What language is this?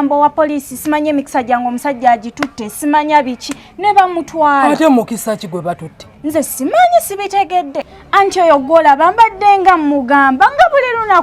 Ganda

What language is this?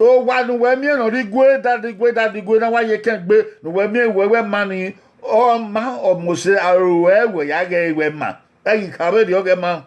Bini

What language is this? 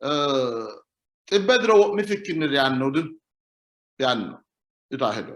Sidamo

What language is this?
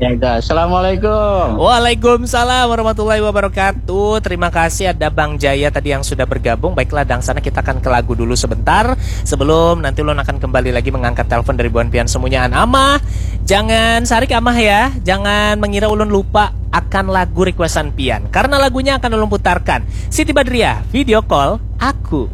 Banjar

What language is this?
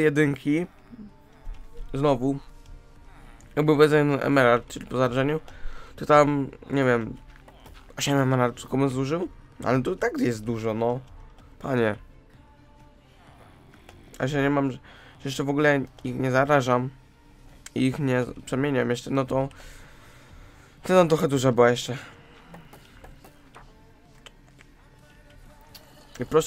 Polish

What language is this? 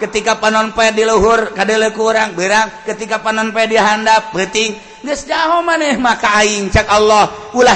Sundanese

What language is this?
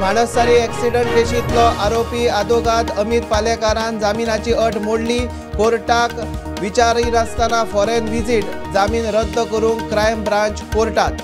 Konkani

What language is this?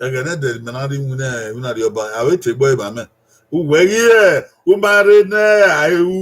Bini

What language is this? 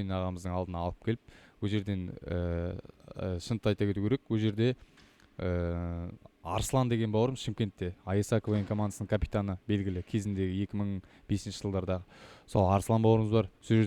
Kazakh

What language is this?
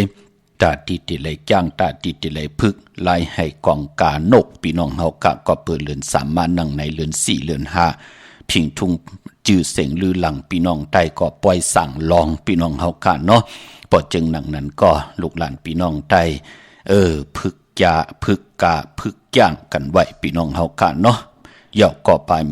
Shan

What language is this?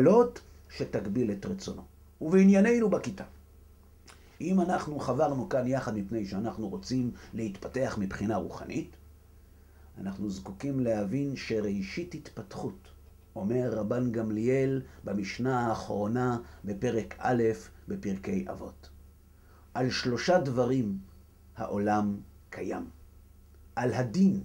Hebrew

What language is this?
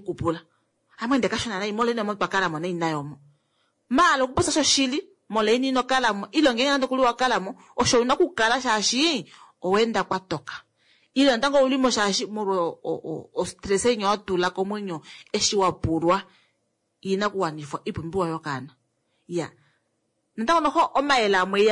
Kuanyama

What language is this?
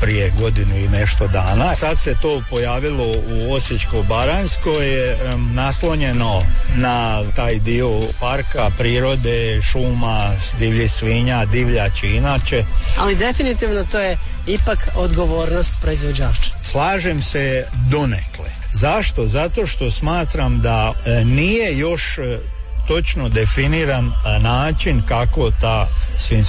Croatian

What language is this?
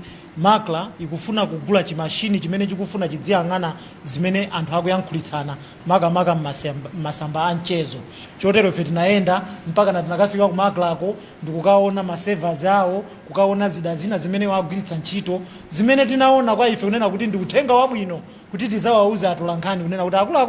Nyanja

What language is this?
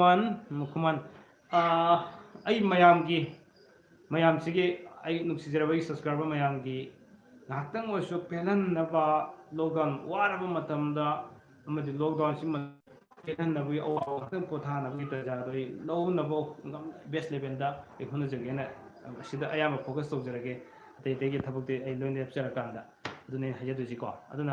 Manipuri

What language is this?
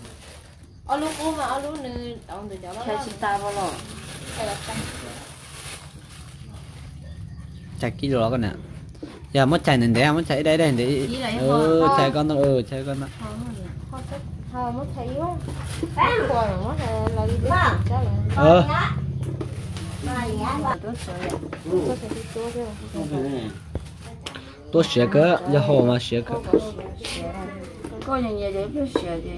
Vietnamese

